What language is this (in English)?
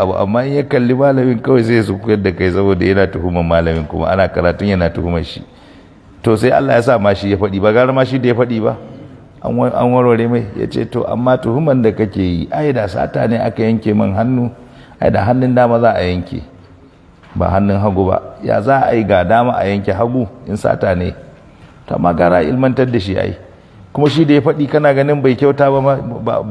Hausa